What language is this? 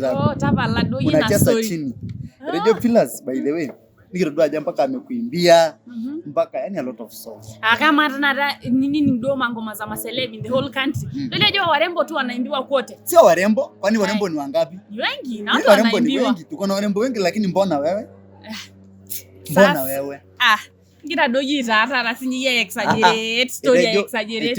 Masai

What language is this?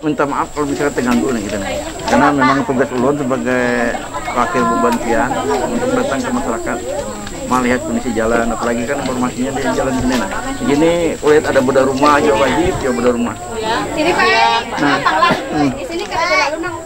Banjar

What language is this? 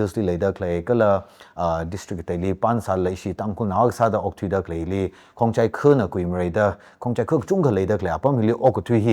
Tangkhul Naga (India)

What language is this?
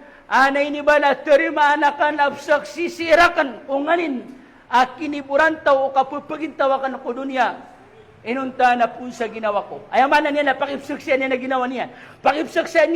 Maranao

